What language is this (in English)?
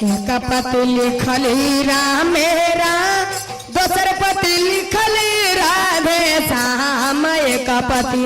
Magahi